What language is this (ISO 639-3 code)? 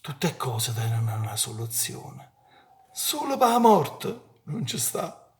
nap